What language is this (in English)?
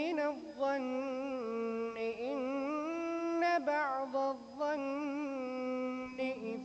Divehi